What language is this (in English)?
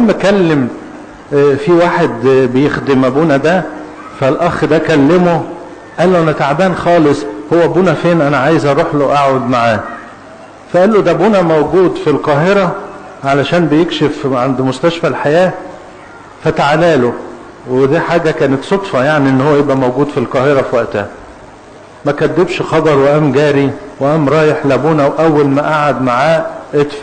Egyptian Arabic